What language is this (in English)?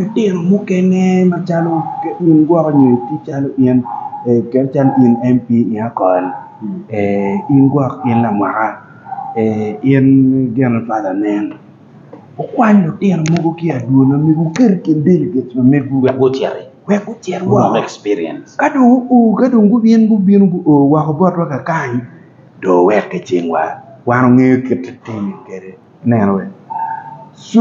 Acoli